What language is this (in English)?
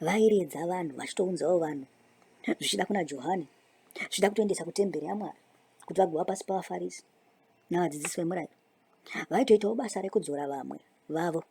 Shona